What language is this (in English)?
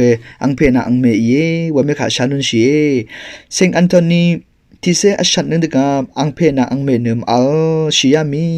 Rawang